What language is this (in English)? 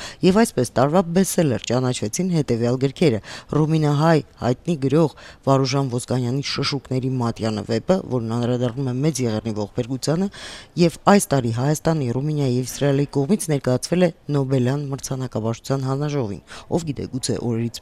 Armenian